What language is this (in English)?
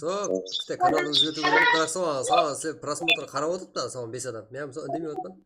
Kara-Kalpak